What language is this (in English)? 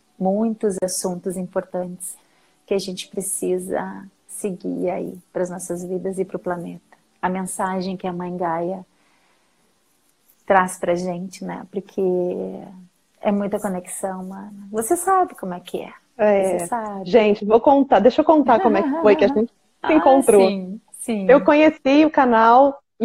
Portuguese